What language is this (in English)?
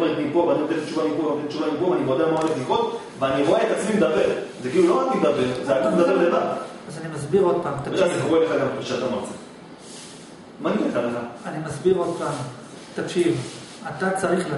Hebrew